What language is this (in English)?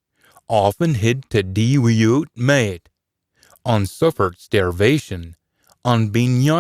Scots